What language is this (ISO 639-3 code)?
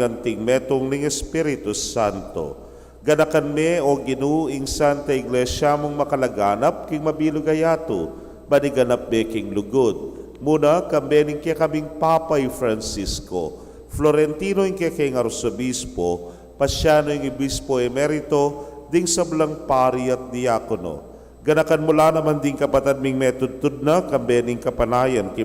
pam